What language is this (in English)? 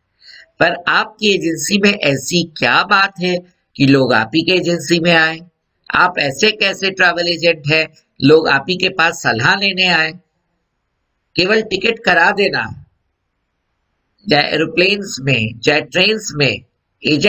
Hindi